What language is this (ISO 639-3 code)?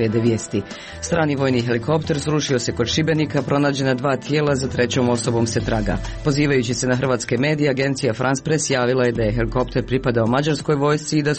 srp